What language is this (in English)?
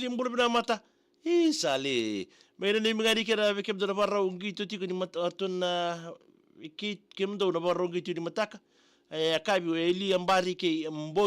Fijian